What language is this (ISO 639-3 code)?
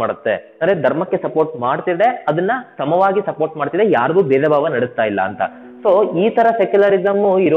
kan